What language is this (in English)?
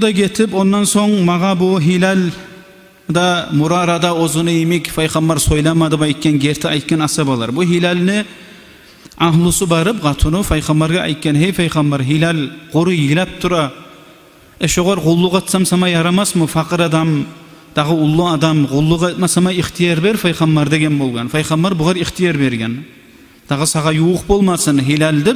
Kumyk